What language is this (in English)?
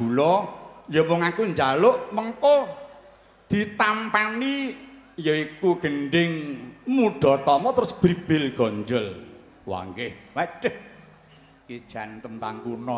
Javanese